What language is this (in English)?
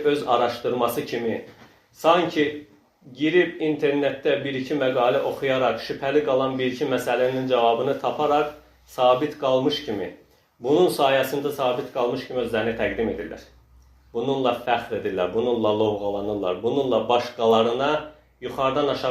Azerbaijani